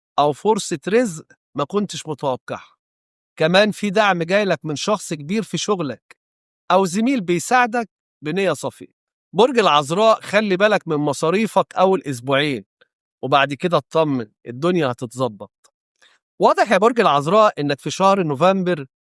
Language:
Egyptian Arabic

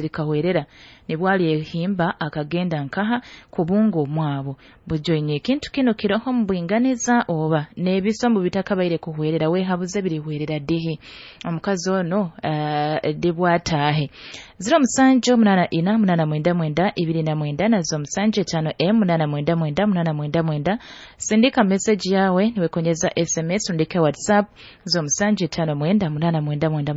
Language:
Nyoro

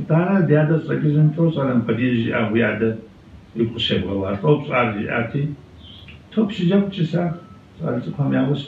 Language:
Kabardian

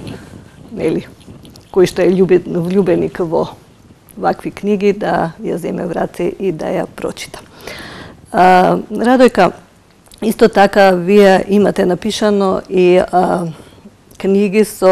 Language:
Macedonian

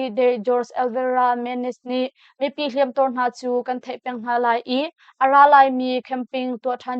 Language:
Hakha Chin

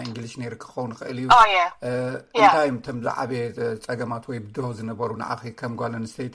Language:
Tigrinya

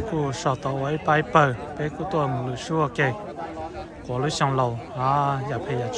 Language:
Hmong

